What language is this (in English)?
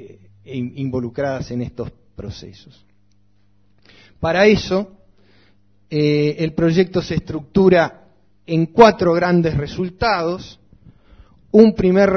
Spanish